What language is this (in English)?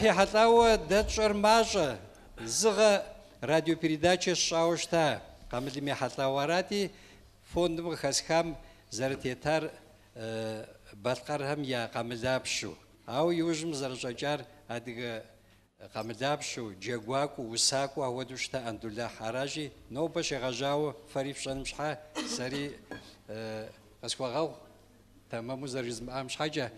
Kabardian